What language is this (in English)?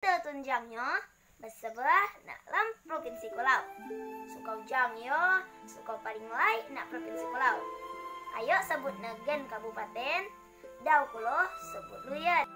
Rejang